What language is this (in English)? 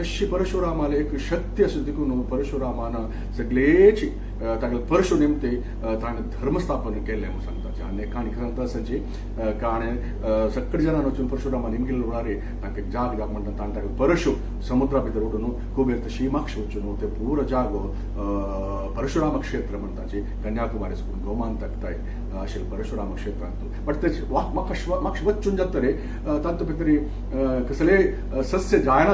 Konkani